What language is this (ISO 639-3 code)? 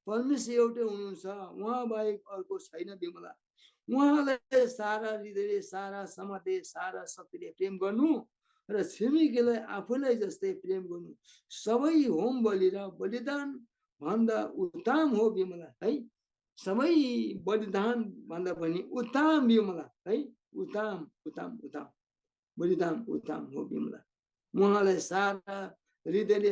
taj